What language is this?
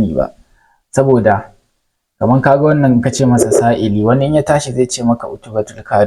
Hausa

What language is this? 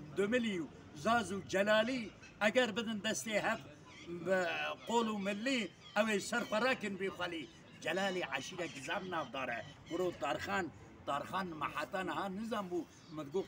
Kurdish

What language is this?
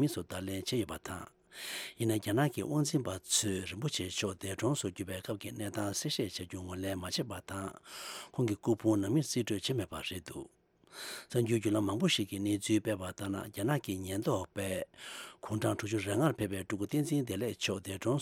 Tibetan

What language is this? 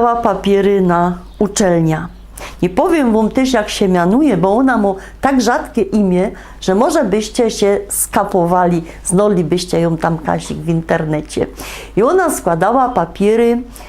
Silesian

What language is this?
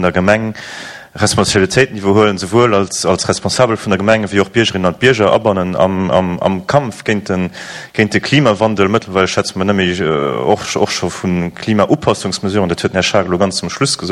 Luxembourgish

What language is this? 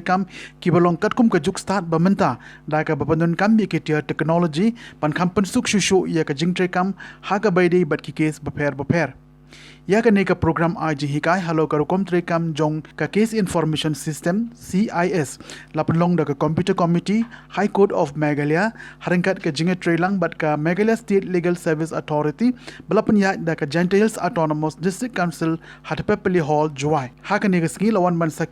Khasi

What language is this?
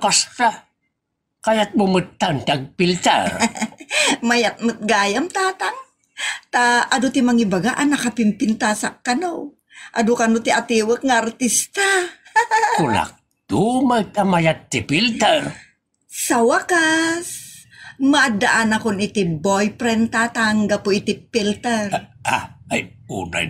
Iloko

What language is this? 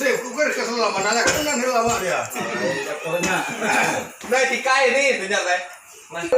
Iban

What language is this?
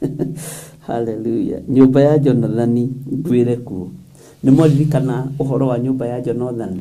Kikuyu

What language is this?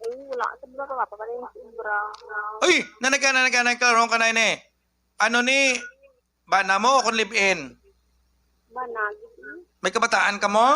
Hiligaynon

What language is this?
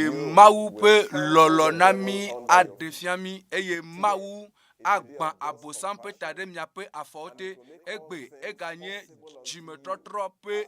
Ewe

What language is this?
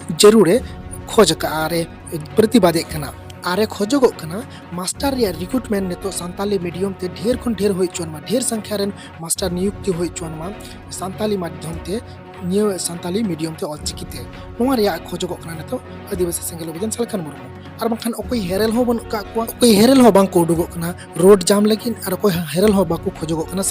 Santali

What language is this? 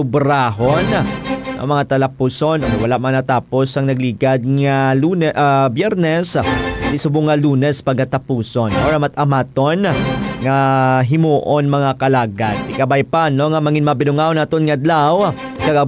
Hiligaynon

